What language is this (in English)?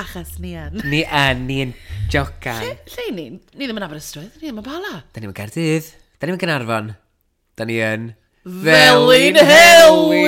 Welsh